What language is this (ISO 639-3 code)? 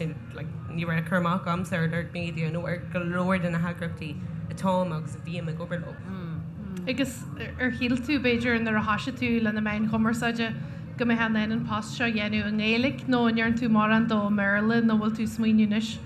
gle